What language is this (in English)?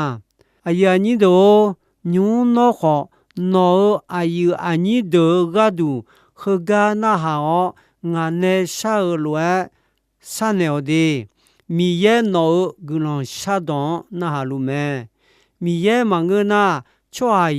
Akha